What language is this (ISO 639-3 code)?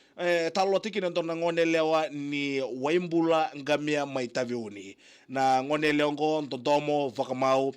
fij